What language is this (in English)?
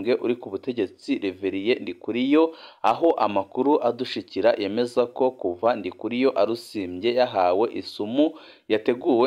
Rundi